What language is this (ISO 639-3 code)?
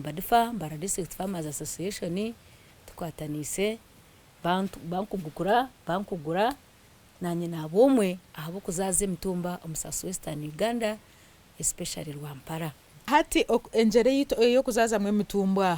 nyn